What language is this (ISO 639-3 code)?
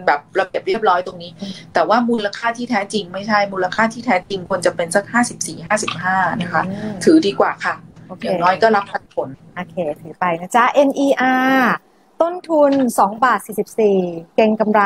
tha